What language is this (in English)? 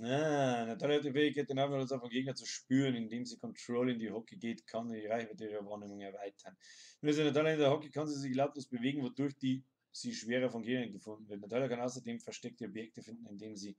Bavarian